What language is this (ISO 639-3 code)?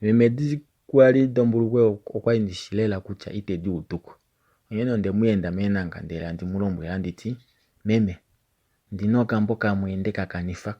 kua